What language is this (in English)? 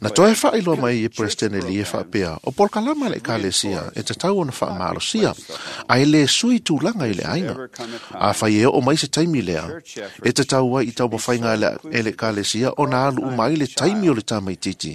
Samoan